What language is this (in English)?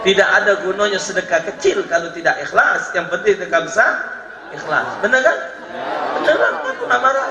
Musi